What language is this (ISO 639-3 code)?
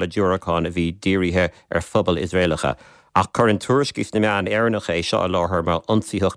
gle